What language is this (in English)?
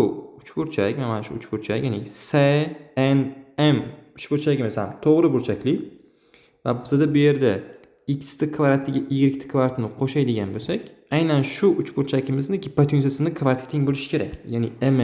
Uzbek